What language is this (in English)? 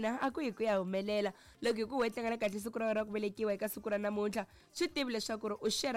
Tsonga